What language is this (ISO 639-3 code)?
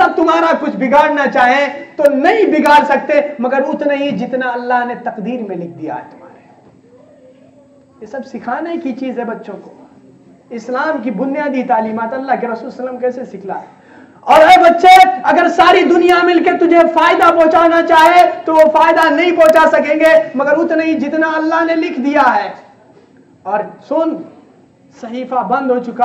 urd